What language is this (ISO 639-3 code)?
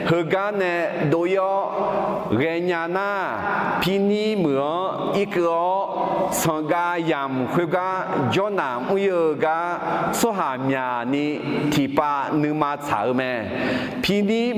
ahk